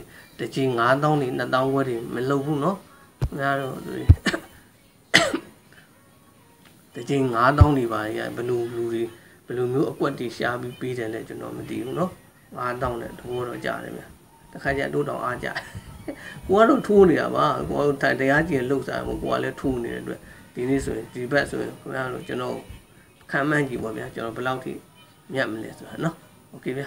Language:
Burmese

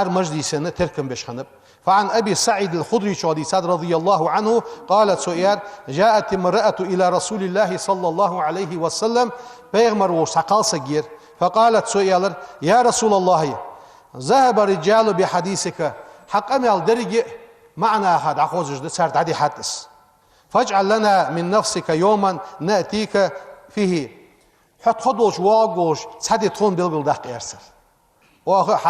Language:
Ingush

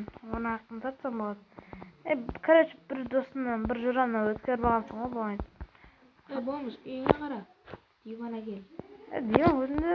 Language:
Kara-Kalpak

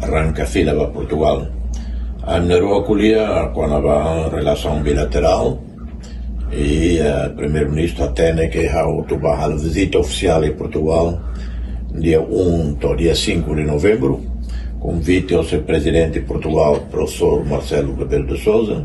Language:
Tetum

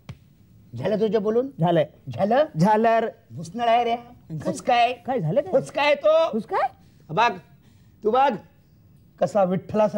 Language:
Marathi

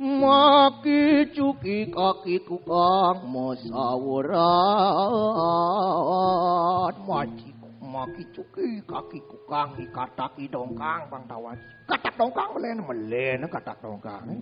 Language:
Balinese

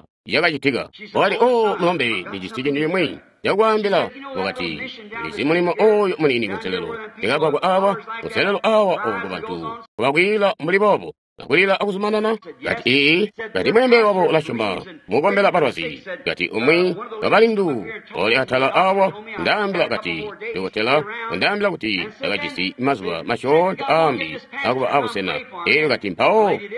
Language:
Tonga (Zambia)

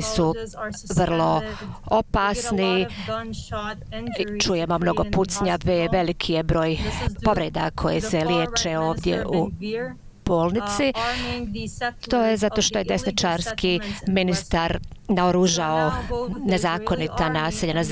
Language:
Bosnian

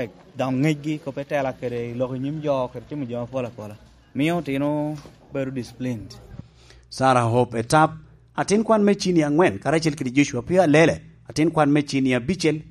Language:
Lango (Uganda)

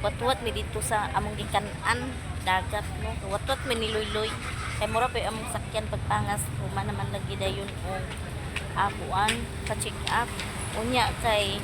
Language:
Cebuano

